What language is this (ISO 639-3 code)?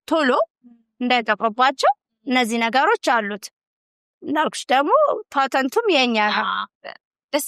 amh